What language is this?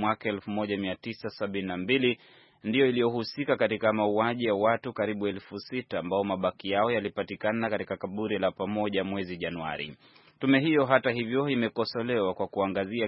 Swahili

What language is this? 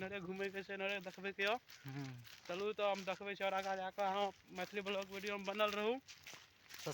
Maithili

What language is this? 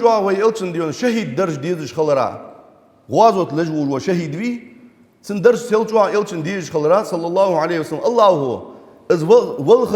Ingush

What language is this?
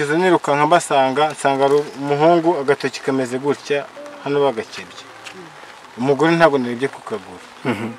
Kinyarwanda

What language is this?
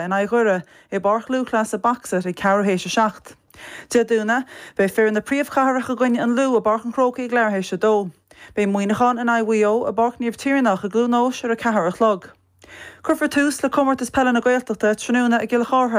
Irish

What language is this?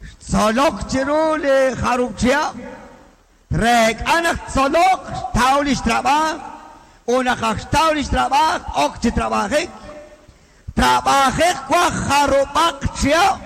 Kekchí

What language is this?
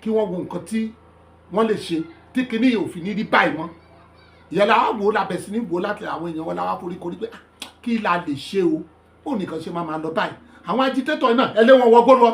Yoruba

